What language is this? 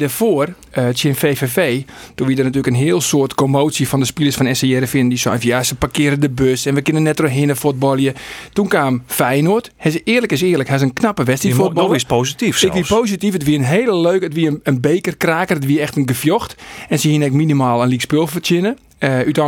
Western Frisian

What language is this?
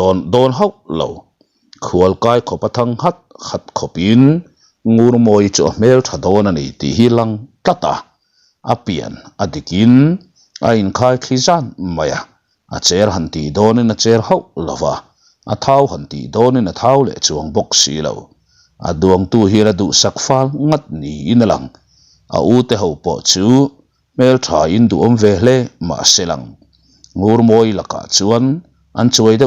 Mizo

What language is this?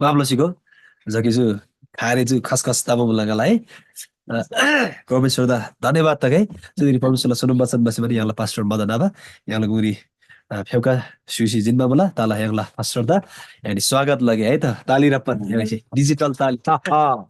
Eastern Tamang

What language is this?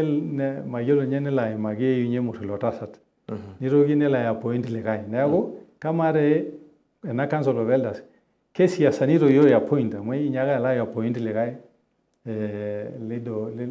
Masai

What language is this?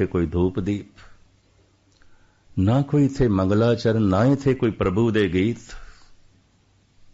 Punjabi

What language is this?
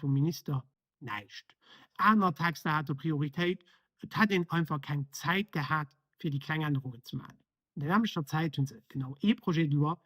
Luxembourgish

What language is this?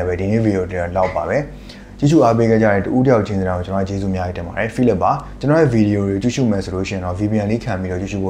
Burmese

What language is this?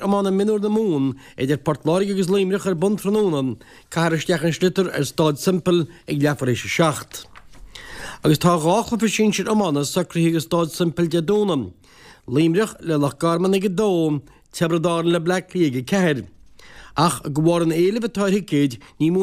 Irish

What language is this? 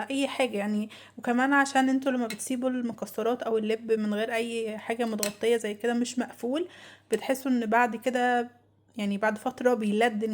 Egyptian Arabic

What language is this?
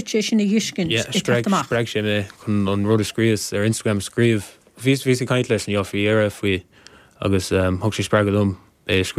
Irish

